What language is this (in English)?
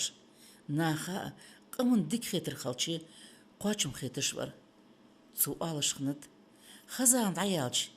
Ingush